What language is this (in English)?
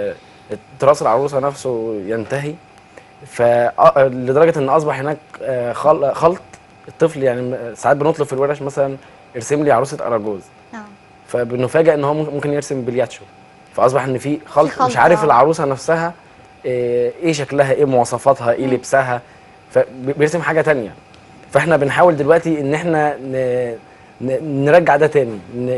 Egyptian Arabic